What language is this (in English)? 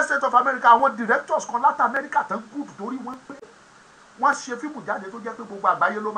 Yoruba